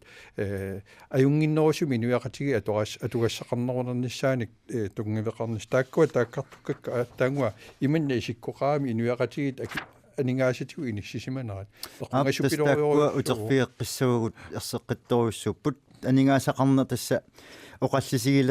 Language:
Kalaallisut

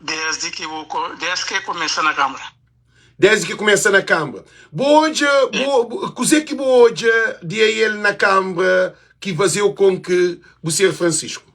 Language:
Kabuverdianu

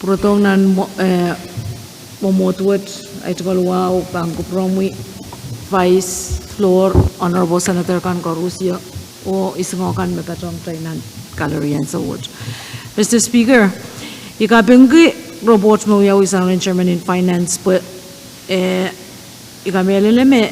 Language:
Pohnpeian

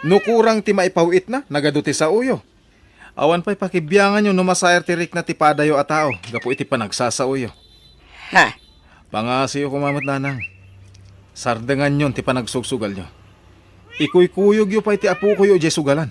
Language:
Iloko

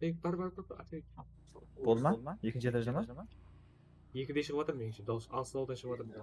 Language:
Kara-Kalpak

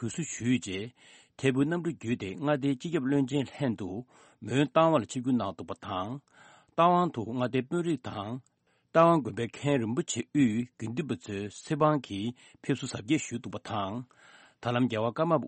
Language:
Tibetan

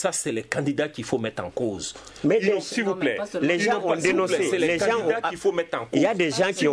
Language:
French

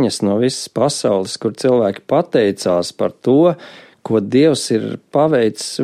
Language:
Latvian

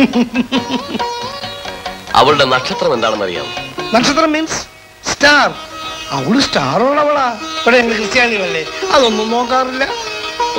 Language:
Malayalam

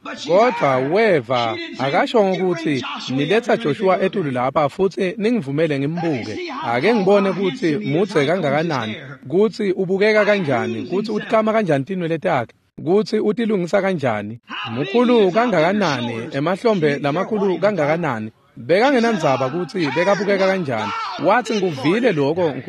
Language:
Swati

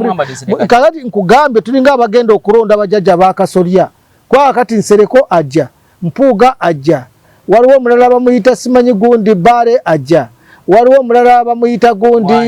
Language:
Ganda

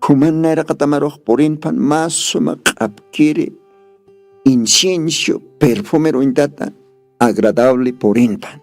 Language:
Aymara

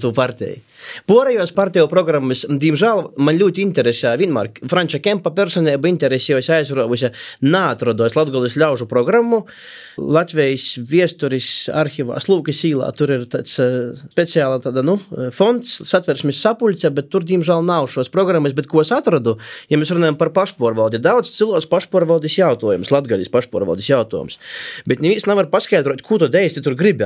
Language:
Latvian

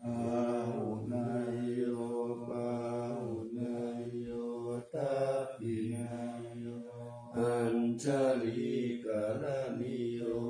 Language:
Pali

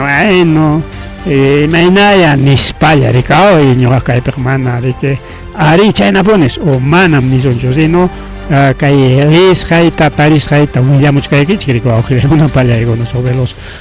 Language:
Ayacucho Quechua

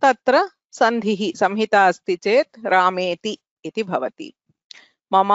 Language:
Sanskrit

